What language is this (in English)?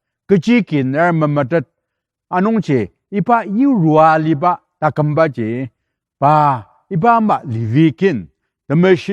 Ao Naga